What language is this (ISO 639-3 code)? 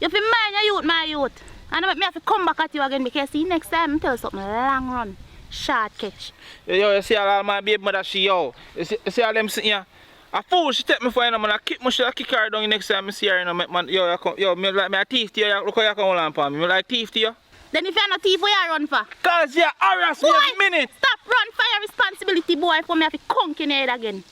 jam